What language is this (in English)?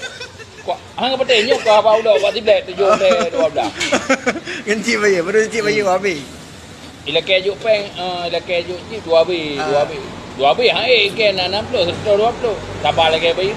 Achinese